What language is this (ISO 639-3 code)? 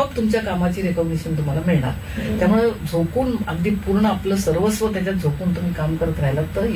mar